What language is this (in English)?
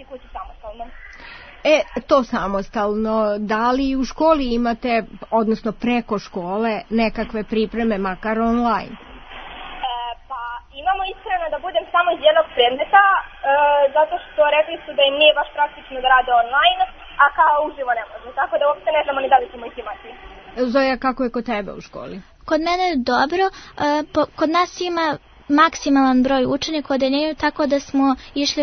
Serbian